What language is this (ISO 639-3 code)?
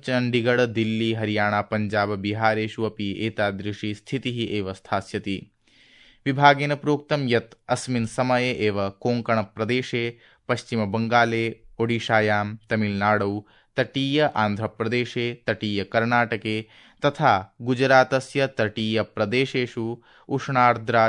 san